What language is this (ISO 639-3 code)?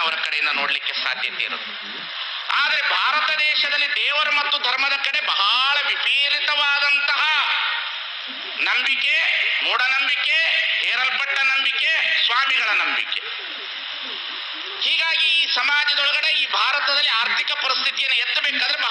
kan